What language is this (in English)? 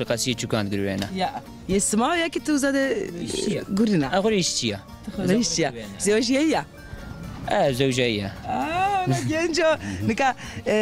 Zaza